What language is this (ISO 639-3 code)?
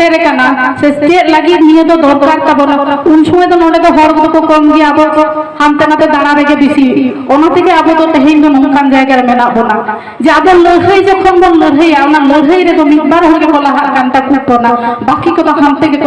sat